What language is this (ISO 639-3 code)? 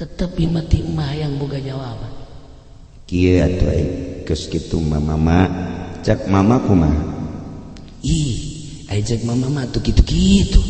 sun